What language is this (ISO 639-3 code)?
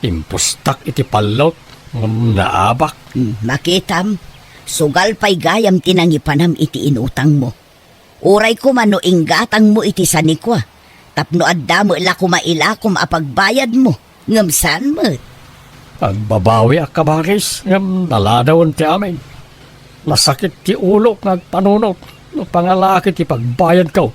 ilo